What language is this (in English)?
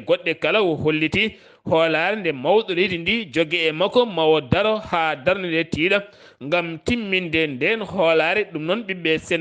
Fula